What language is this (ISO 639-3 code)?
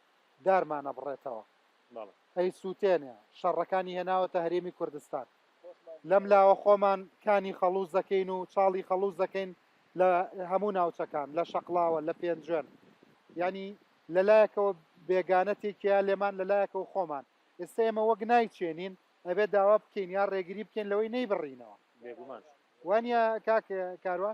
ckb